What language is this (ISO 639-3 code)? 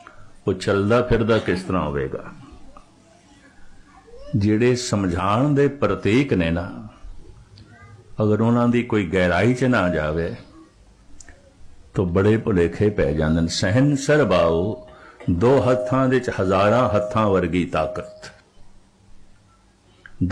pan